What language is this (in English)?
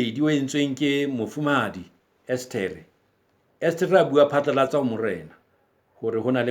Southern Sotho